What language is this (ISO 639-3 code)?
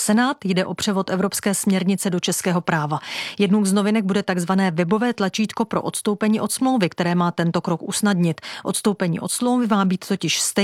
ces